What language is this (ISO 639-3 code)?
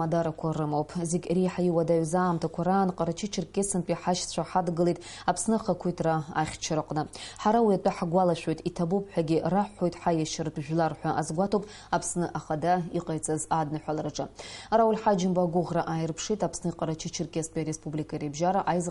abk